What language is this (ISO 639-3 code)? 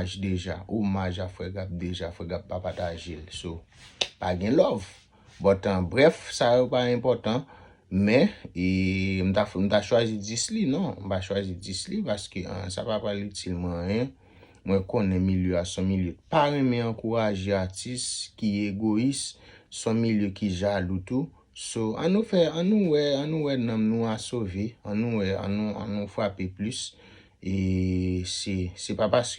hat